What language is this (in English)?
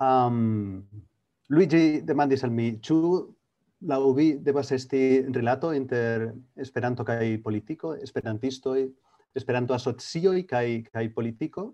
Esperanto